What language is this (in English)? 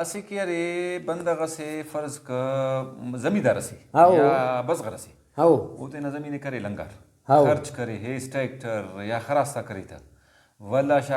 Brahui